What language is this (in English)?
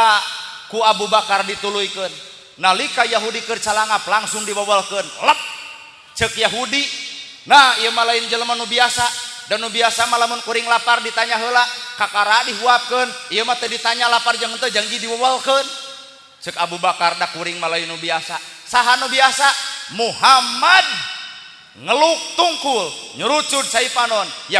Sundanese